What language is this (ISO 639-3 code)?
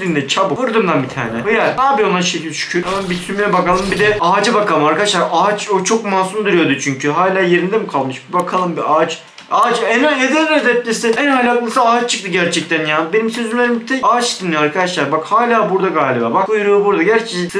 tur